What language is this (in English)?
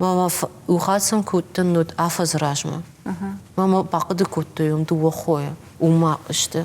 Ossetic